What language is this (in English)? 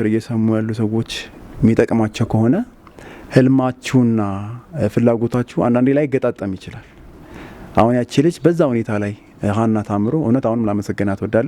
Amharic